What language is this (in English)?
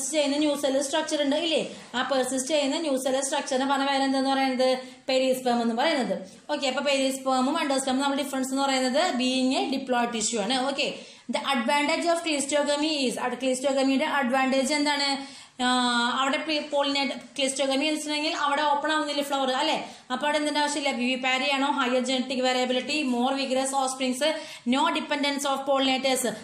Malayalam